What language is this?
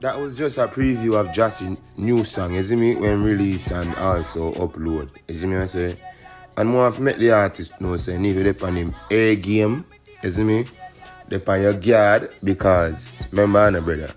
Jamaican Creole English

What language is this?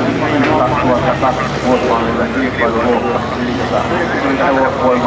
Finnish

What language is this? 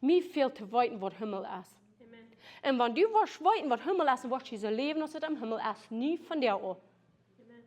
Plautdietsch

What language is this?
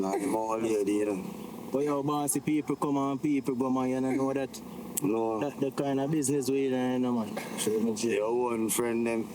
Jamaican Creole English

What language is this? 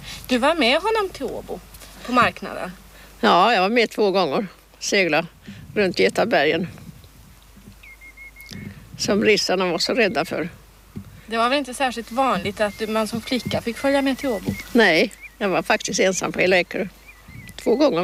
Swedish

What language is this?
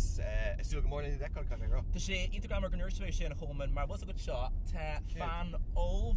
Irish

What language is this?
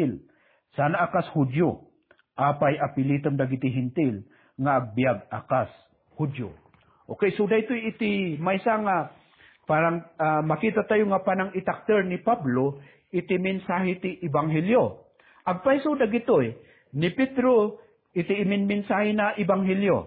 Iloko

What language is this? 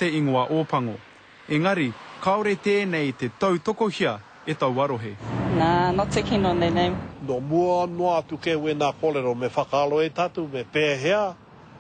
Māori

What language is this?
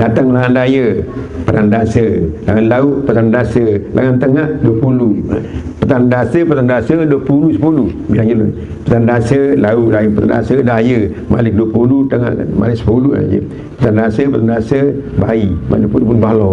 Sasak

